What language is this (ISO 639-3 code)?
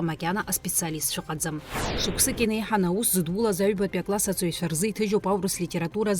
abk